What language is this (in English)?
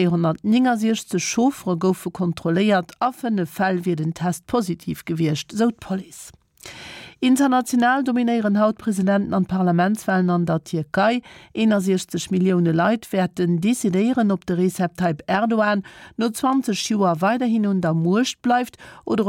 Luxembourgish